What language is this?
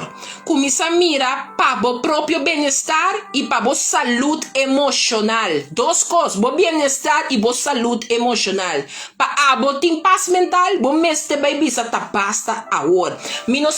Papiamento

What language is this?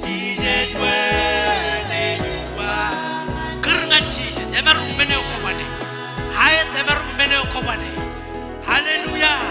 Marshallese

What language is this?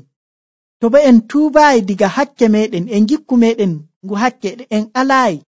Nigerian Fulfulde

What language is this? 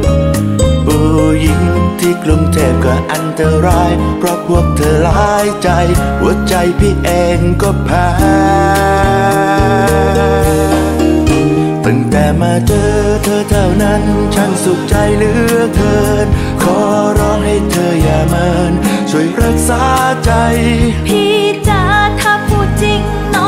Thai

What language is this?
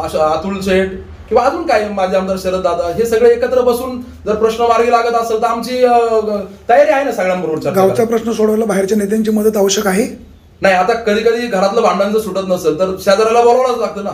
Marathi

